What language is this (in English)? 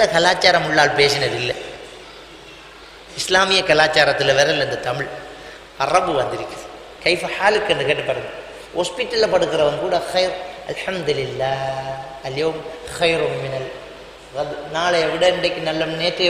Tamil